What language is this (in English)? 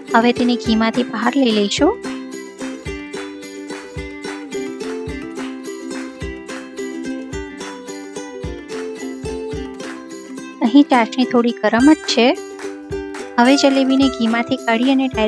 Gujarati